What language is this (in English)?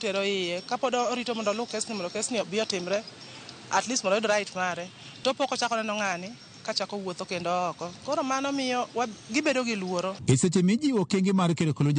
Luo (Kenya and Tanzania)